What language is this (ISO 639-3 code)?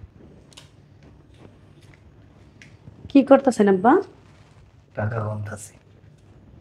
ben